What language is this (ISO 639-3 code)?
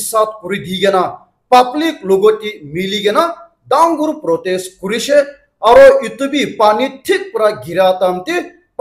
nag